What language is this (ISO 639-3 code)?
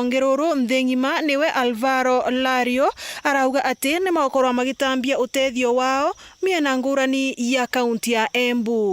mer